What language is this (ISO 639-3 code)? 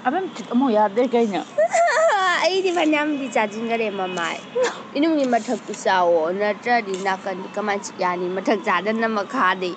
mni